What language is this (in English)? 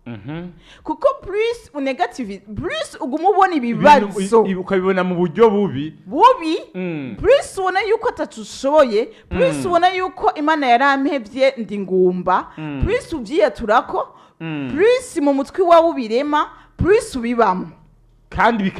Rundi